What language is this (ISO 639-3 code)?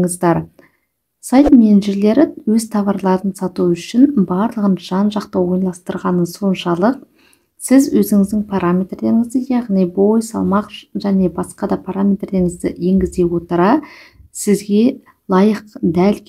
kaz